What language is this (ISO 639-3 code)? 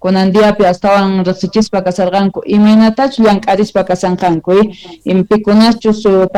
que